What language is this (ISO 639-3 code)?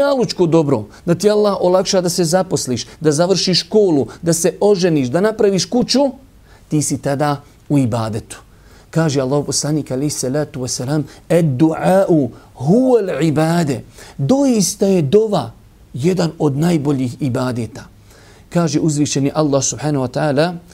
bos